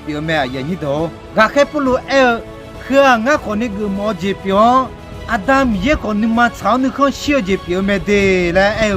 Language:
Akha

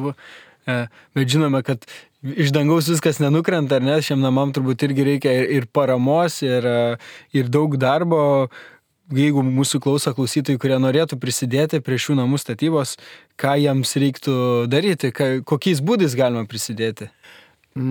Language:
Lithuanian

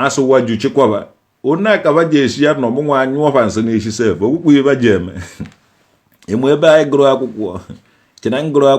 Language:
Igbo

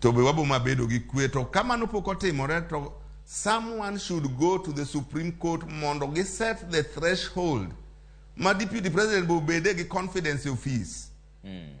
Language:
Luo (Kenya and Tanzania)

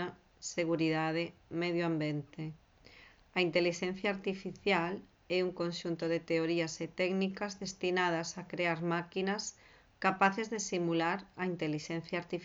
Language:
Galician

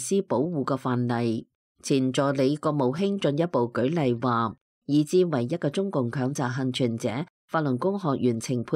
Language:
Cantonese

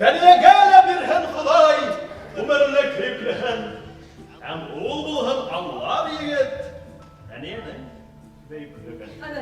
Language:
Bashkir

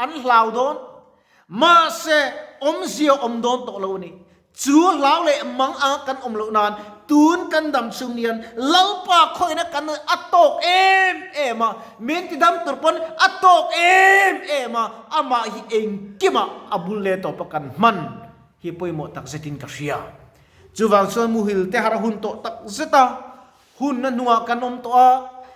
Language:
Mizo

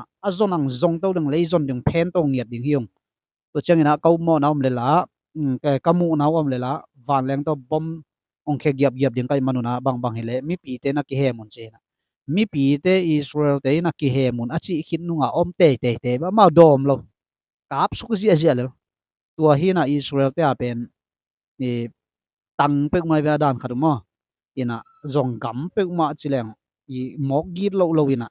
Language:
Tedim Chin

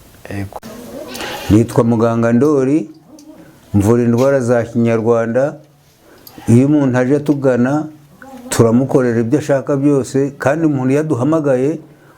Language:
Kinyarwanda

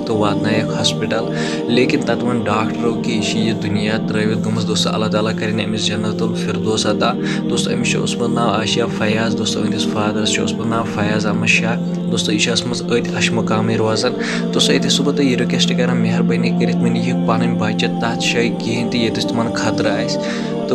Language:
Kashmiri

